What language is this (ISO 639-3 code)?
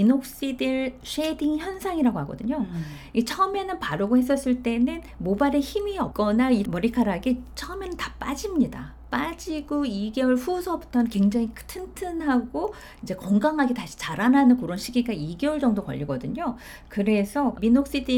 kor